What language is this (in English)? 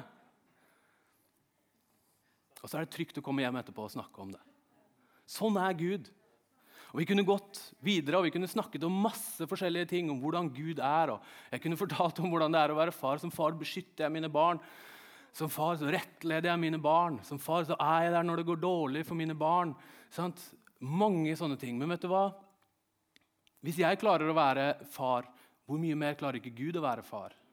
Norwegian